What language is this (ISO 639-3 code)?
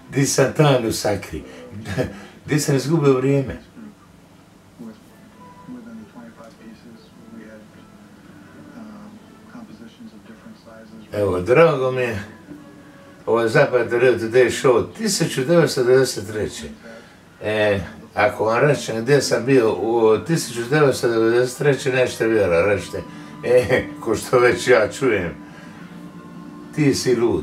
hrv